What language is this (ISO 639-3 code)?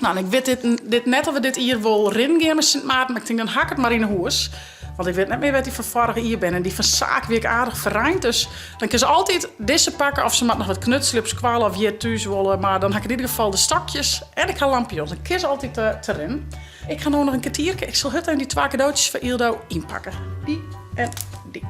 fry